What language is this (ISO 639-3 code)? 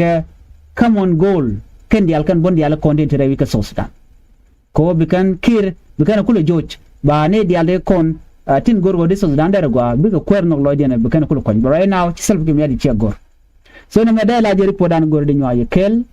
nus